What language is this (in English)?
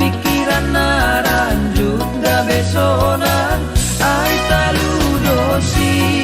Batak Simalungun